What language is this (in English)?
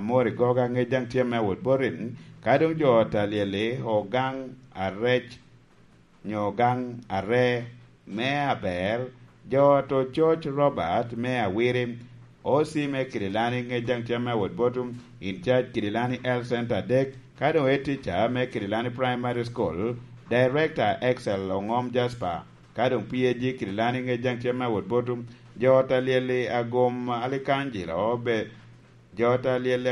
Lango (Uganda)